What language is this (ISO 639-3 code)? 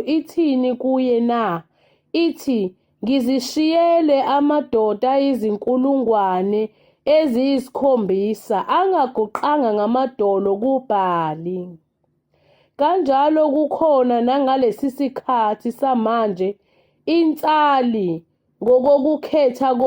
zul